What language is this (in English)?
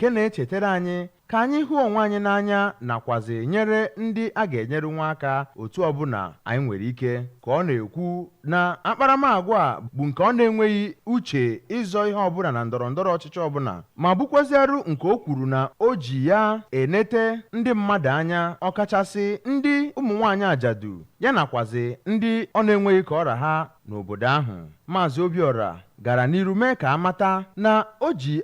Igbo